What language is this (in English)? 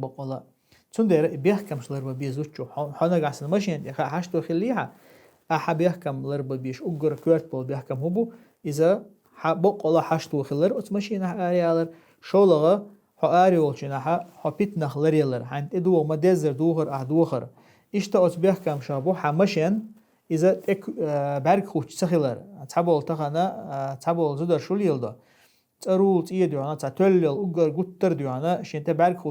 Chechen